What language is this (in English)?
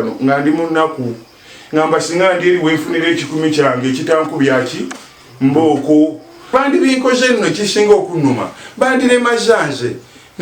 Ganda